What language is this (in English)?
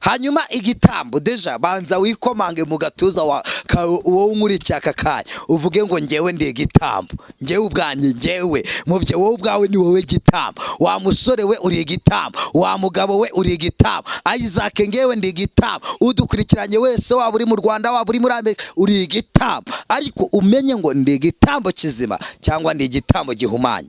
Kinyarwanda